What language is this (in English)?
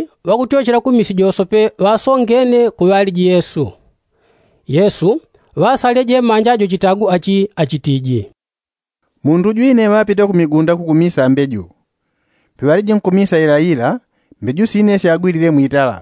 Yao